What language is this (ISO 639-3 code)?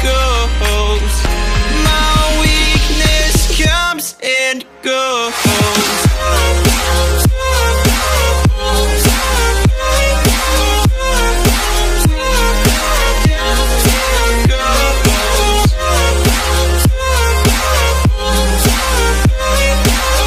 eng